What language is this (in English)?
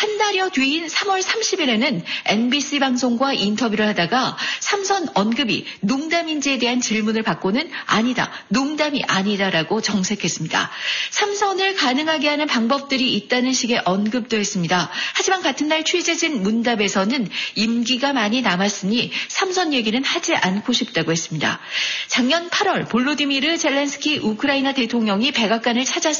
Korean